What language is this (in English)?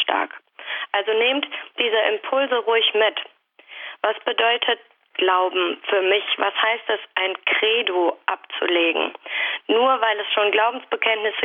German